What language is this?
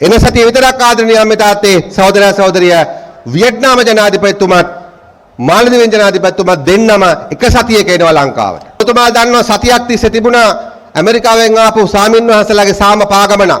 Sinhala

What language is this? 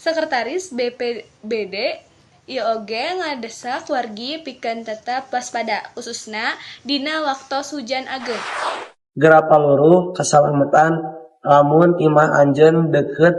Sundanese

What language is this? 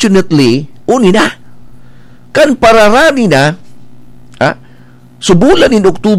Bikol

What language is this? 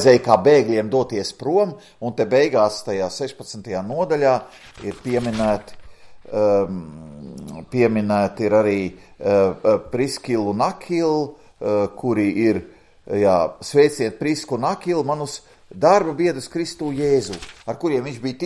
Latvian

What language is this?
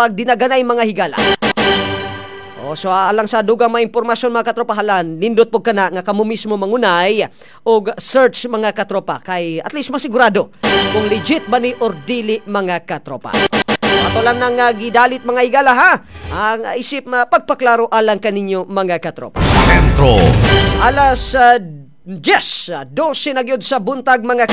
Cebuano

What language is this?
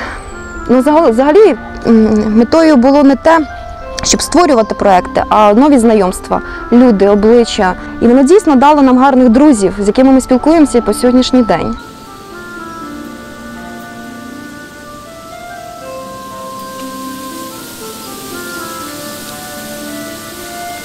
Ukrainian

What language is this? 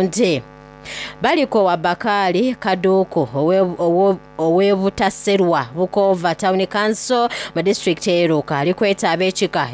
Soga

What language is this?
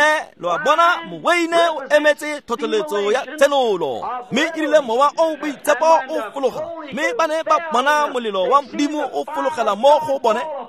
Tswana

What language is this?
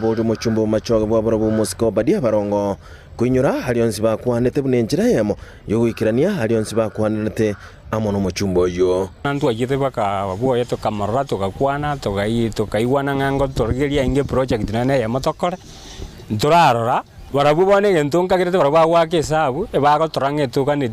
Gusii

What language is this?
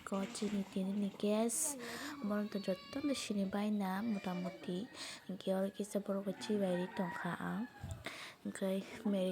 Kok Borok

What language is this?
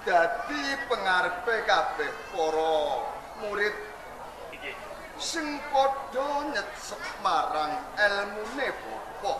Javanese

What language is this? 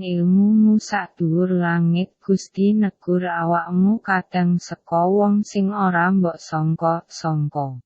Javanese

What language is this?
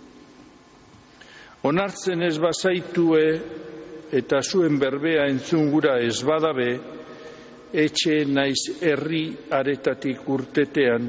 Basque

